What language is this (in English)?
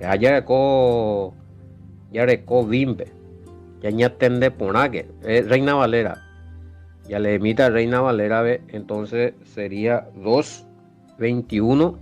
Guarani